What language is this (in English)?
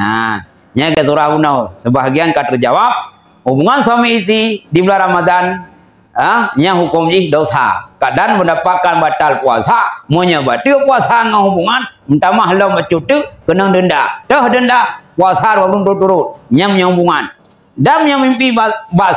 Achinese